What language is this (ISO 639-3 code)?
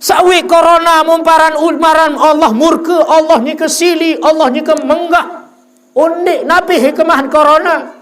sas